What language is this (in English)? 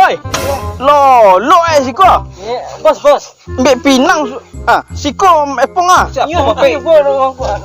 Minangkabau